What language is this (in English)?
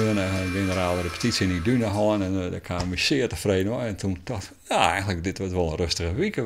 Western Frisian